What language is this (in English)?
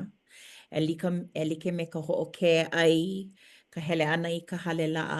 Hawaiian